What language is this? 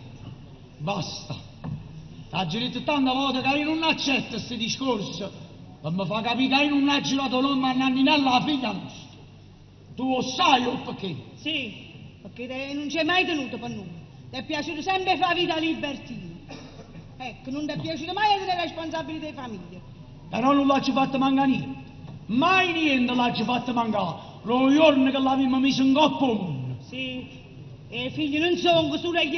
Neapolitan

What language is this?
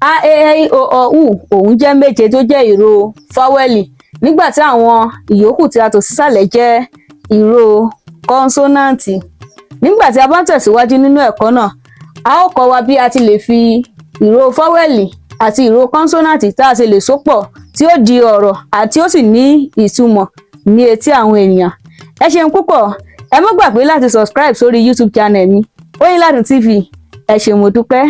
Yoruba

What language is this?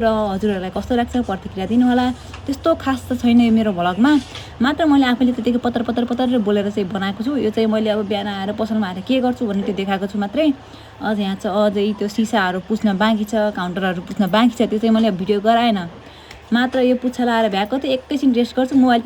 Nepali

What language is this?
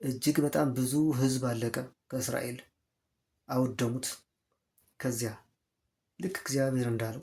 Amharic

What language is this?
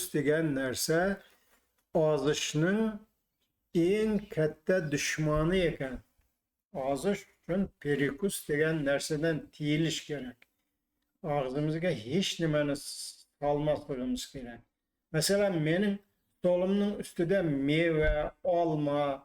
Uzbek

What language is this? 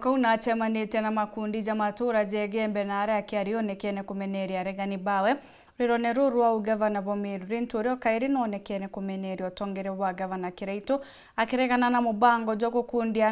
Meru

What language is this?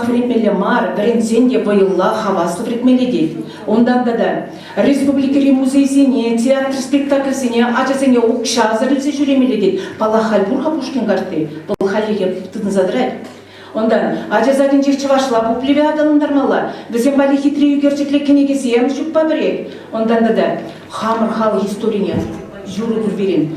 Chuvash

